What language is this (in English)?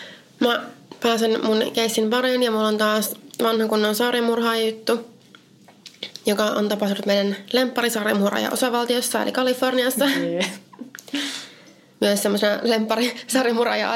Finnish